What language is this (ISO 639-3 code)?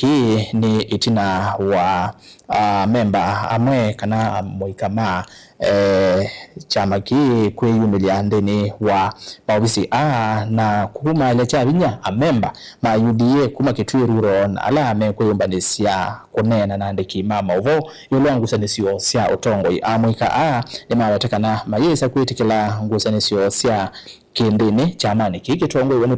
kam